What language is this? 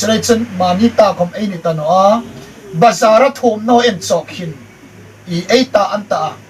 Hmar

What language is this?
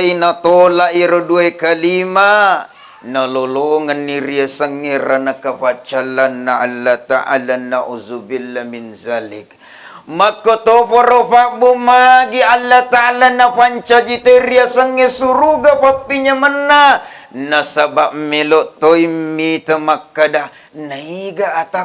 Buginese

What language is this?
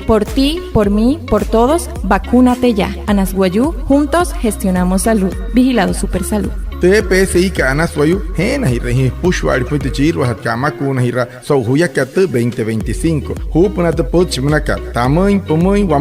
Wayuu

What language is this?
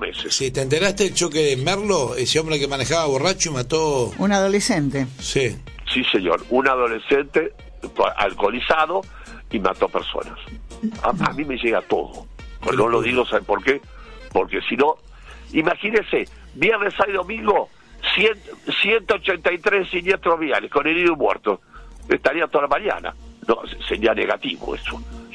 Spanish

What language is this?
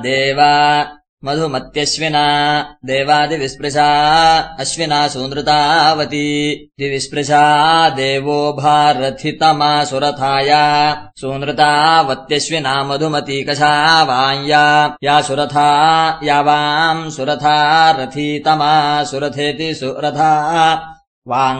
Sanskrit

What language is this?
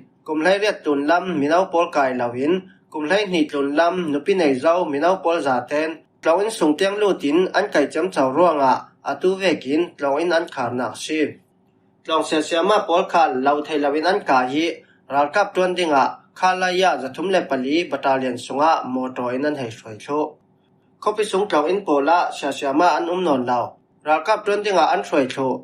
Falam Chin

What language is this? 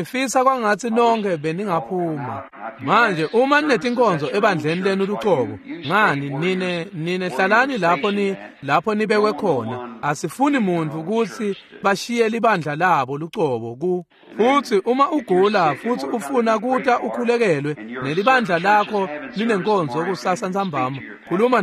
Swati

